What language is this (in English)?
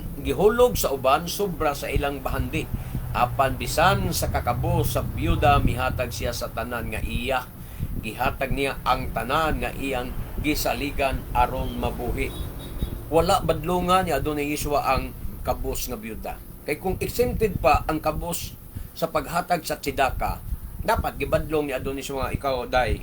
Cebuano